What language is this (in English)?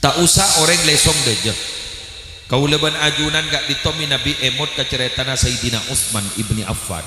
Madurese